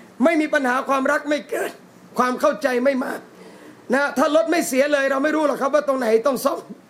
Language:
Thai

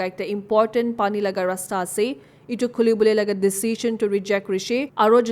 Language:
Naga Pidgin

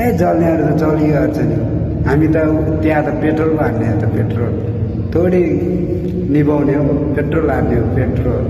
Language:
Nepali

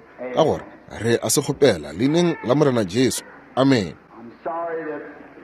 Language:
Northern Sotho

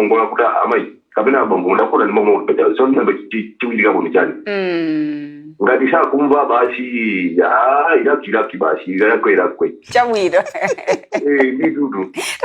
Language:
Nyanja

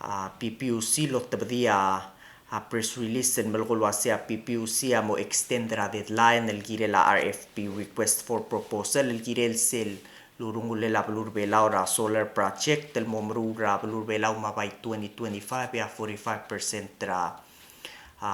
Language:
Palauan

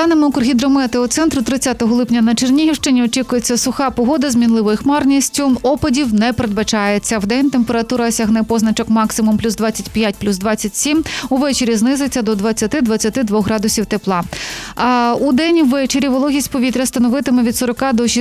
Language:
Ukrainian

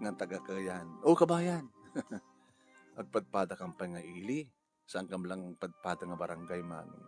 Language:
Iloko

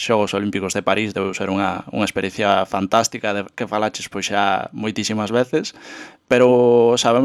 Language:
Galician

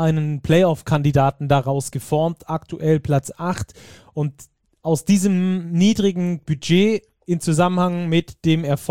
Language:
German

